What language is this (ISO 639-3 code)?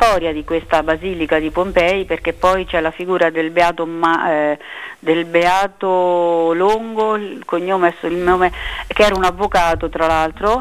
ita